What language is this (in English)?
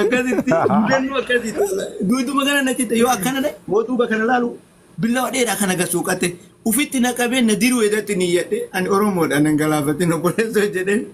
Oromo